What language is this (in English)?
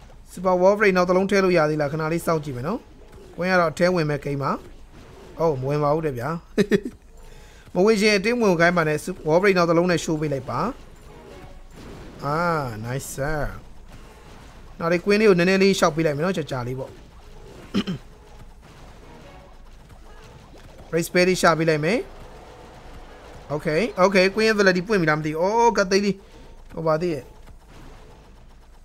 Burmese